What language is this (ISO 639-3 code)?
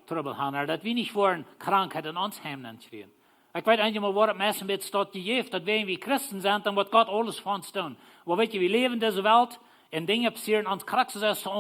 pdt